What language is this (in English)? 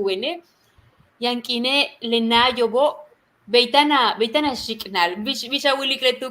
Yucateco